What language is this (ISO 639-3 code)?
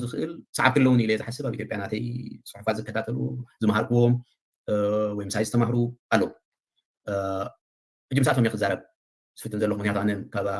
tir